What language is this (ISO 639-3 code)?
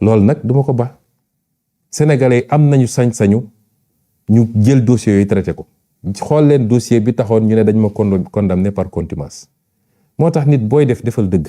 wol